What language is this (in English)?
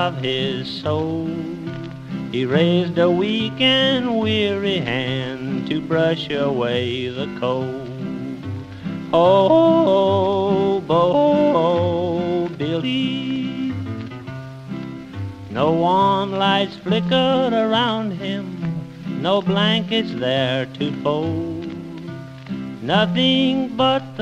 English